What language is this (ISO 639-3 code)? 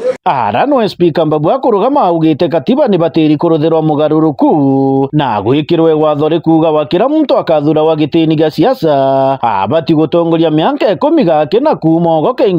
mer